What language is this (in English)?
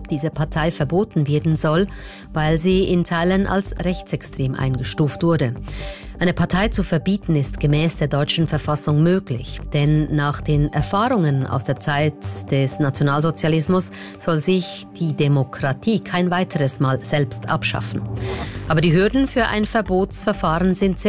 German